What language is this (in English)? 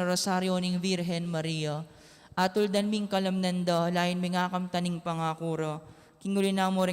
Pampanga